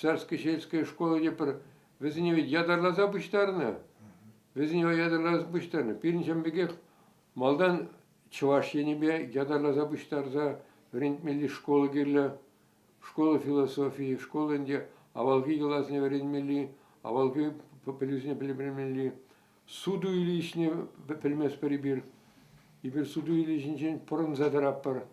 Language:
Chuvash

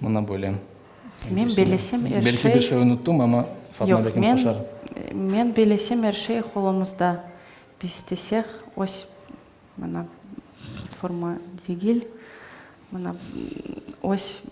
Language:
Crimean Tatar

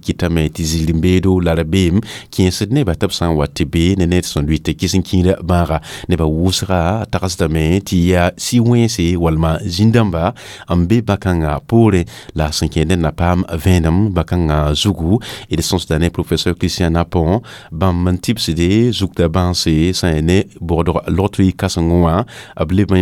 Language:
Mossi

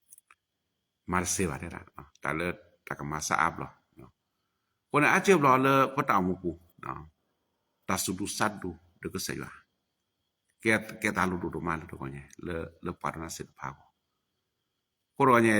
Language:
S'gaw Karen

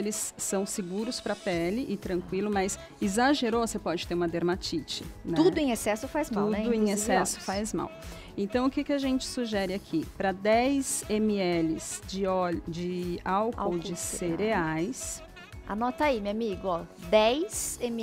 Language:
Portuguese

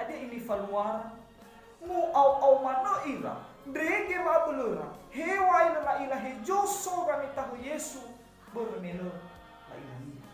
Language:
Nias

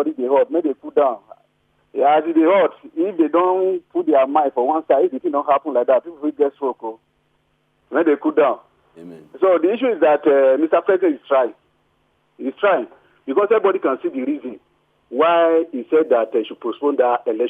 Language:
Nigerian Pidgin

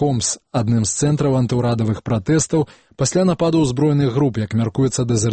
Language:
Belarusian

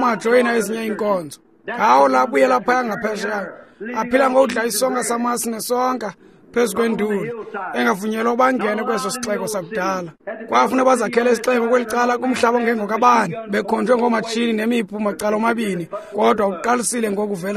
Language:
Xhosa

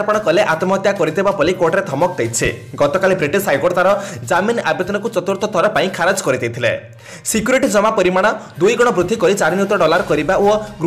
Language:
Odia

